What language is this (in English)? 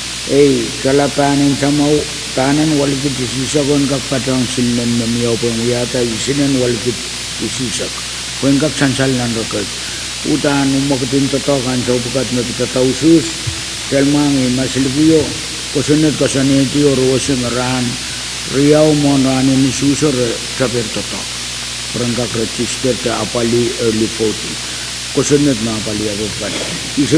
Pohnpeian